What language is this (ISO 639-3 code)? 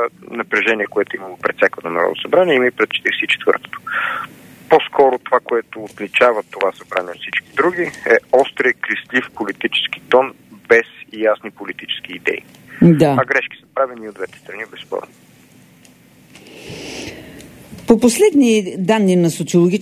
bul